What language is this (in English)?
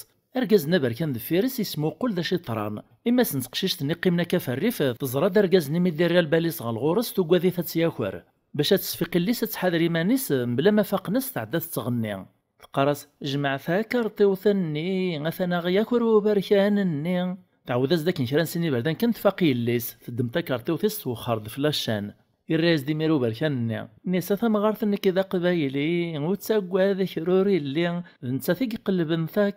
Kabyle